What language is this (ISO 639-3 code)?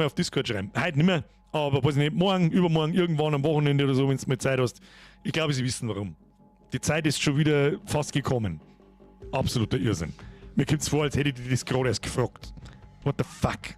bar